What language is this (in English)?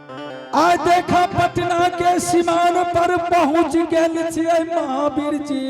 Angika